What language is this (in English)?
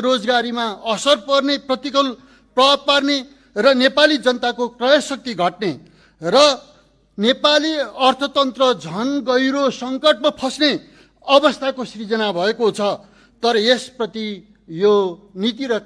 Nepali